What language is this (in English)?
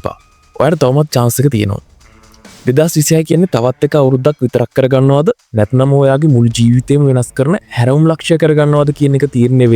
Sinhala